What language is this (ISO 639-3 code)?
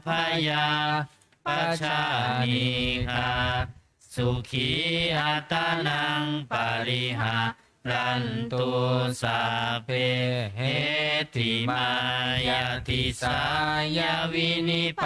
pli